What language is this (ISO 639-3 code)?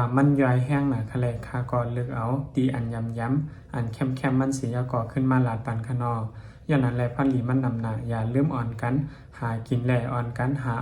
shn